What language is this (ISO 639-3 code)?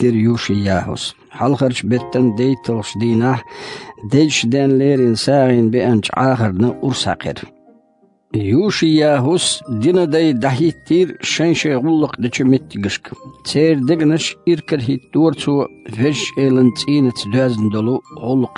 che